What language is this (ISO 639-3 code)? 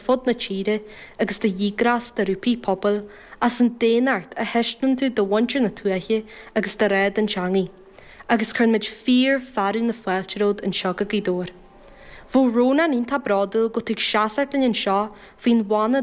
gle